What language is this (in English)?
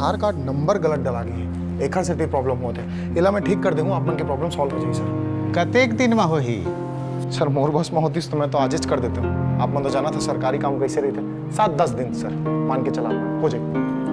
Chhattisgarhi